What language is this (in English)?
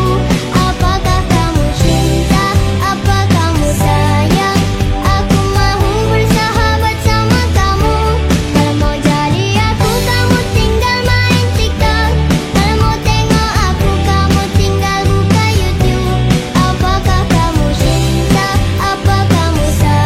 Malay